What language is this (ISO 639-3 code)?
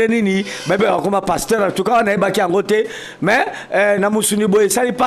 lin